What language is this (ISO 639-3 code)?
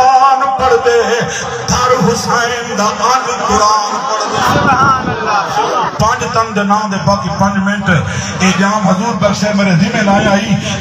skr